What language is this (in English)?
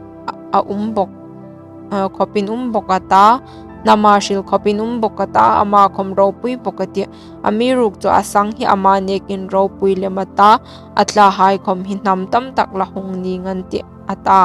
Hmar